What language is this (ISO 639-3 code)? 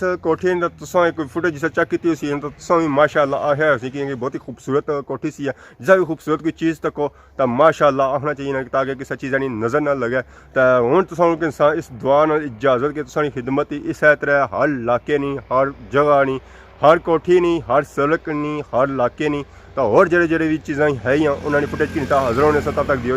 phr